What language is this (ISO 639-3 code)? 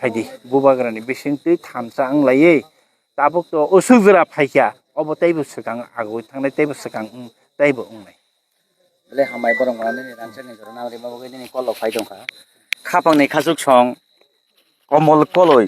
trp